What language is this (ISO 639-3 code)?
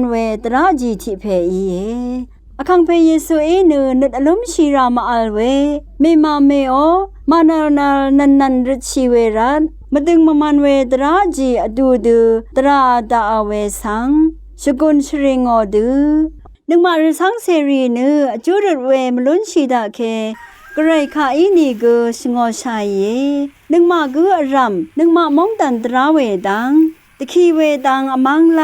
raw